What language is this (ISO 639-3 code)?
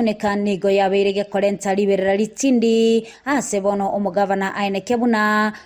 guz